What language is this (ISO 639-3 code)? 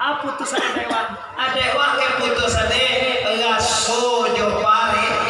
min